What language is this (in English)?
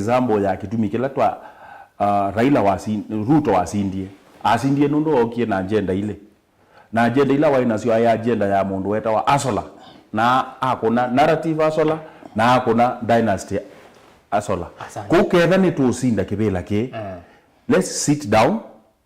Kamba